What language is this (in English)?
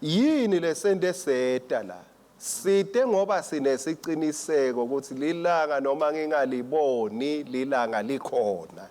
Swati